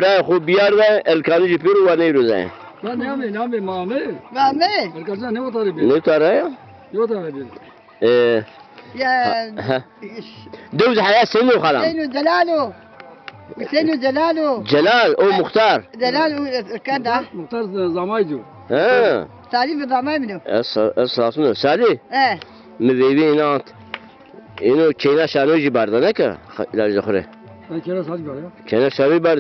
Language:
Zaza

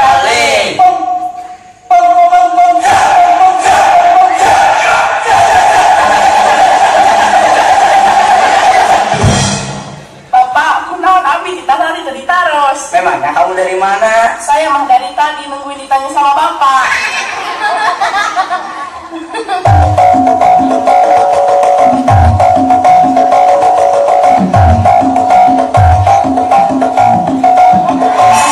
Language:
Indonesian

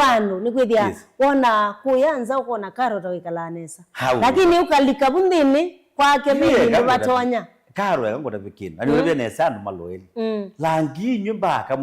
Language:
Kamba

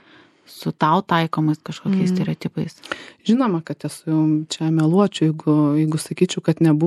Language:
Lithuanian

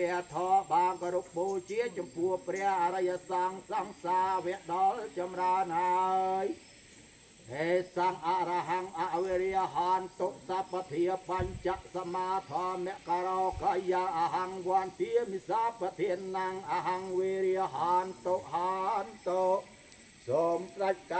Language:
Khmer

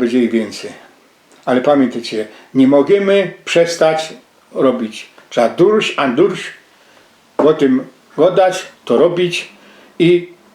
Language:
Silesian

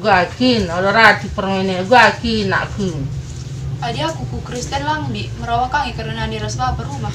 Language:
Batak Karo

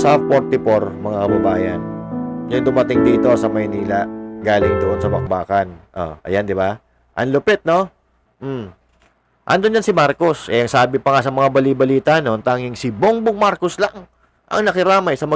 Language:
Filipino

